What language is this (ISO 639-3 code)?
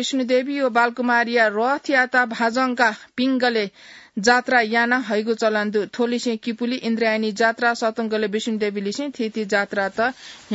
new